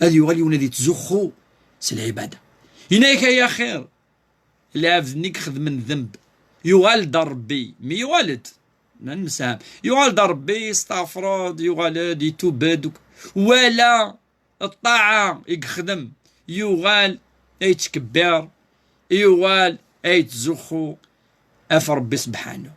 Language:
Kabyle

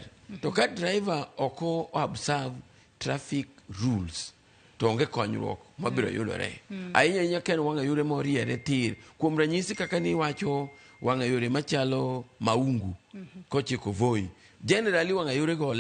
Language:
Luo (Kenya and Tanzania)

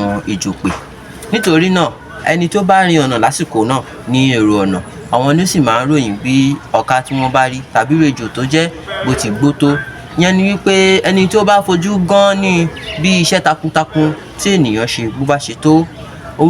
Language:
Yoruba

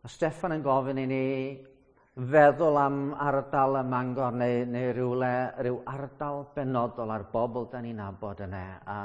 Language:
Welsh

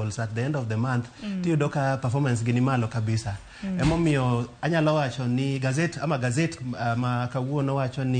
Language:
Luo (Kenya and Tanzania)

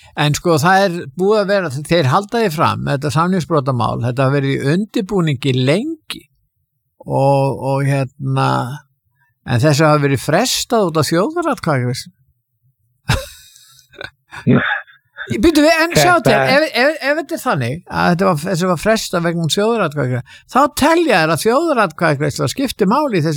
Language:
Icelandic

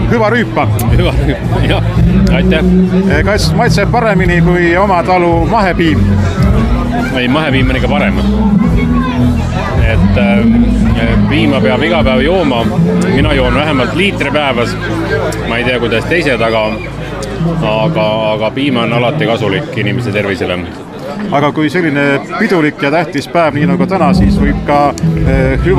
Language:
Estonian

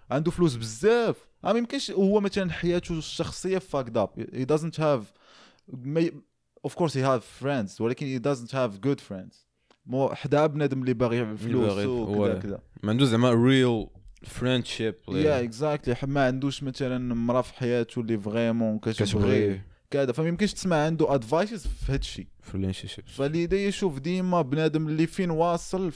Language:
Moroccan Arabic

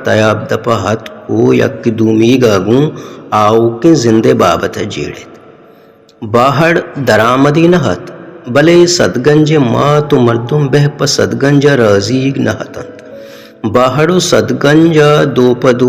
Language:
Baluchi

